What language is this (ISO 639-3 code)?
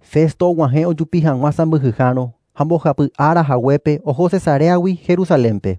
grn